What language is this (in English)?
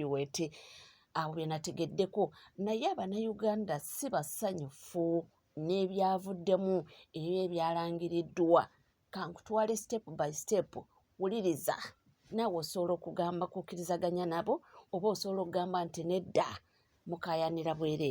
Ganda